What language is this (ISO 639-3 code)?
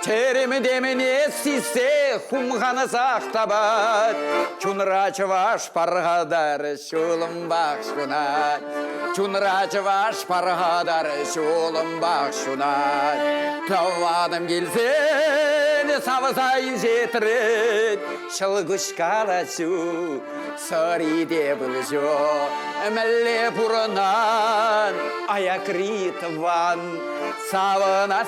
chv